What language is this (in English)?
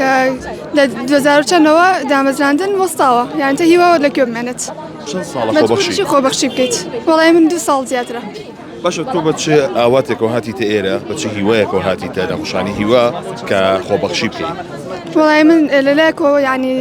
Central Kurdish